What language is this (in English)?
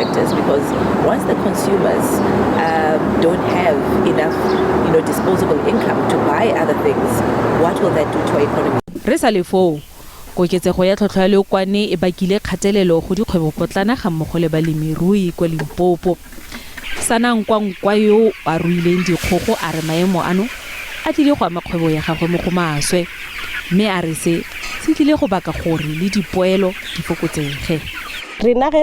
Tswana